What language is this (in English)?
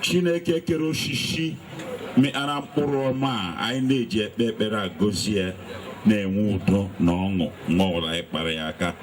Igbo